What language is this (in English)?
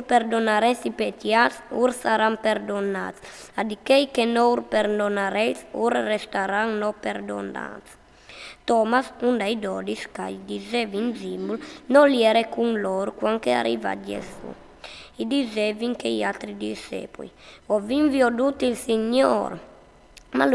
Friulian